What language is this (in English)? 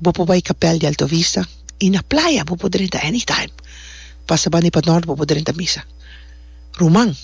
Papiamento